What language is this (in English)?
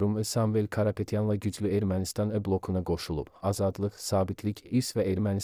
Azerbaijani